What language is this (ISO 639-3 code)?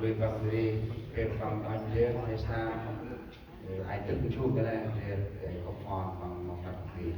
cmo